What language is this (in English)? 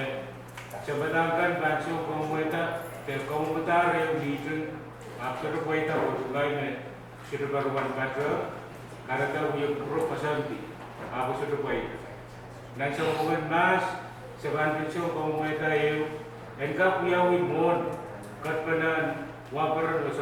Pohnpeian